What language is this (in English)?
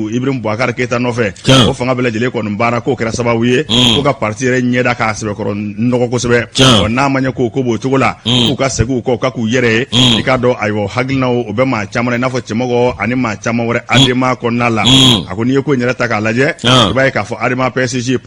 Bambara